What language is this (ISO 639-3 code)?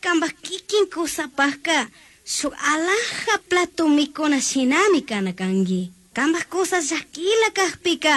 qug